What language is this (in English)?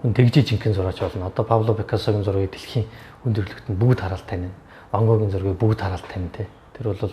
Mongolian